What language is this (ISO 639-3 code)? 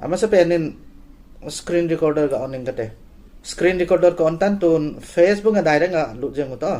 tcz